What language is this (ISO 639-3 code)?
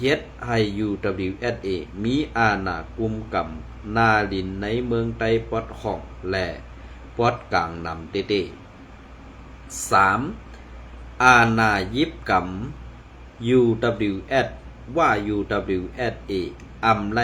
shn